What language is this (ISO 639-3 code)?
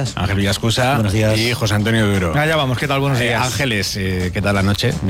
spa